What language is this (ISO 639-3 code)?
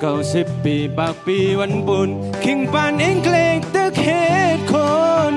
shn